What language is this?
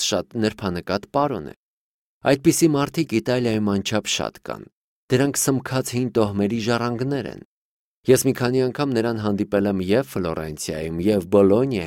Armenian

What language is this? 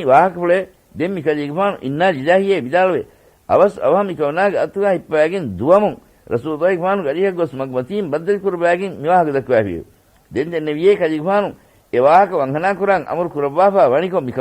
Divehi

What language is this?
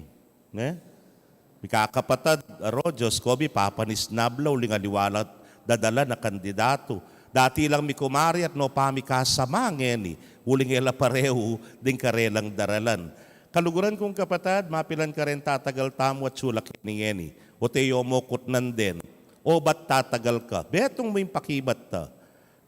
Pampanga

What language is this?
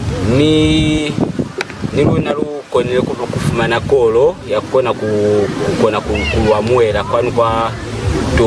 Lozi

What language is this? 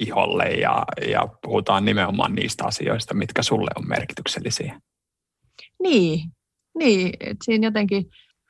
Finnish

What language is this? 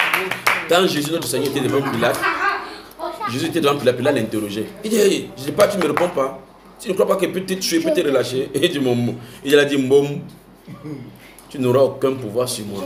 French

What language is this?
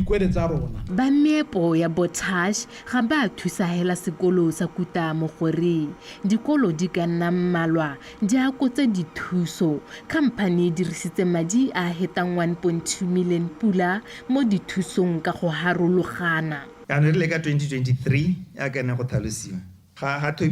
Tswana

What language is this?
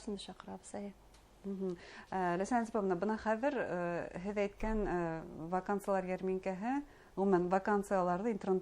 Bashkir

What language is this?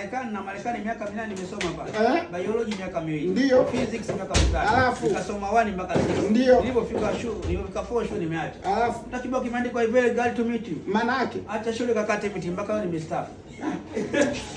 Swahili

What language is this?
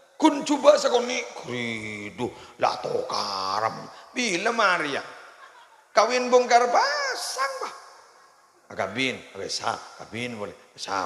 Madurese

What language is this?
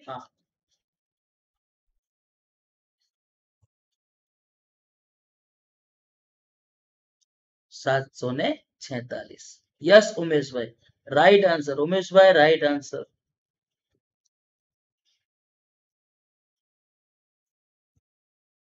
Gujarati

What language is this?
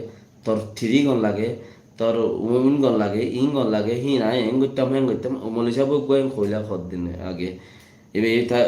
Rohingya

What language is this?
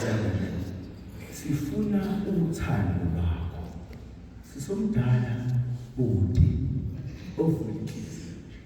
Zulu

